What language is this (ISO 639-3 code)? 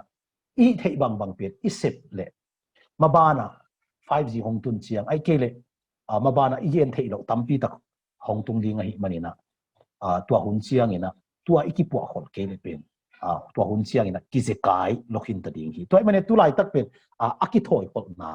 ctd